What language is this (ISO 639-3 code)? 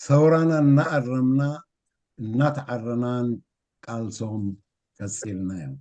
tir